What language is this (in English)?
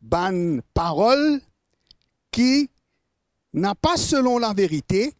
Morisyen